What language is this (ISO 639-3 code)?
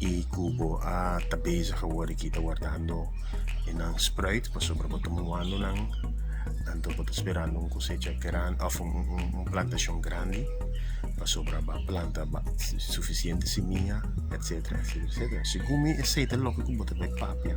pap